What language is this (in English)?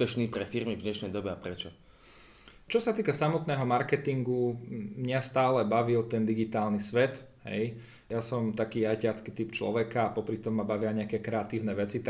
Slovak